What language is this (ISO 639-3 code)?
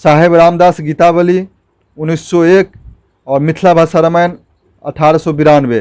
mai